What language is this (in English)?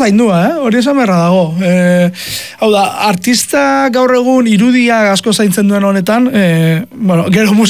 Basque